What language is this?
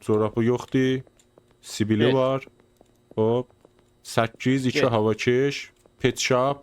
South Azerbaijani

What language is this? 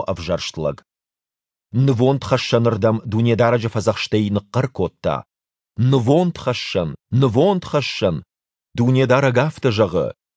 Ossetic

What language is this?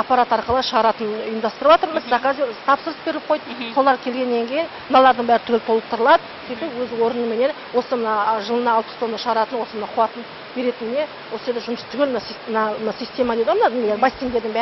Kazakh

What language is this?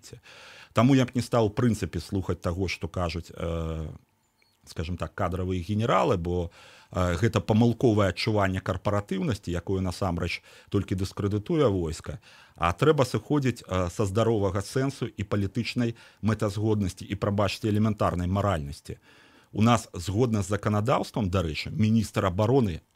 Belarusian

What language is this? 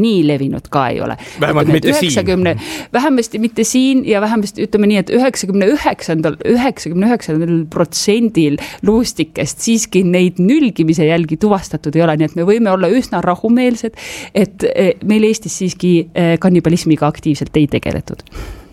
Estonian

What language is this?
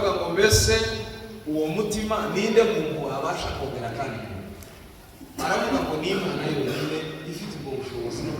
Kinyarwanda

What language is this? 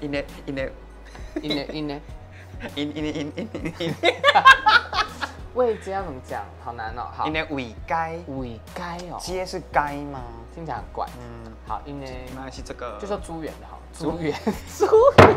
Min Nan Chinese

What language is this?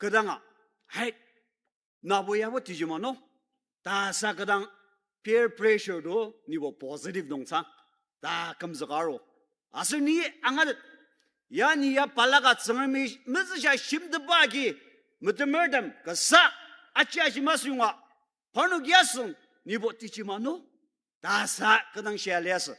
Ao Naga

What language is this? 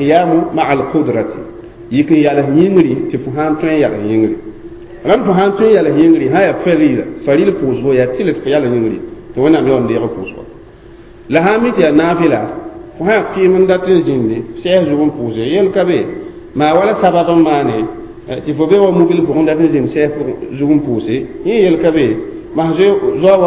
Mossi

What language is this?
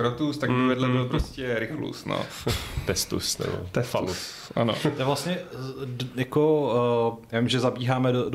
Czech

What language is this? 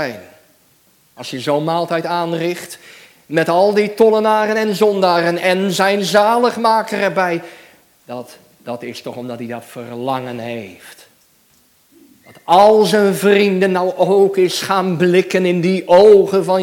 Dutch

